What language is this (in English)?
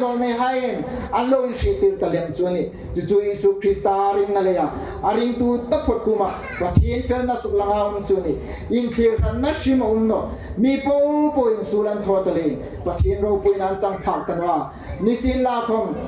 Hmar